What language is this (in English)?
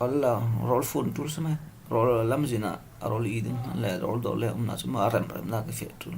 Falam Chin